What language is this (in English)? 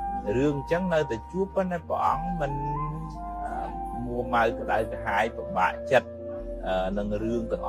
Khmer